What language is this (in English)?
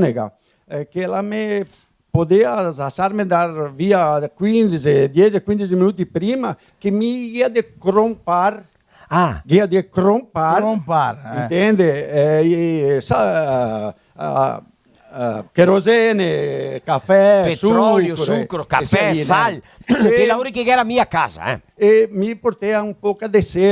Venetian